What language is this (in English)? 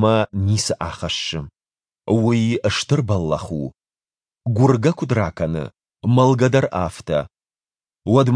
Ossetic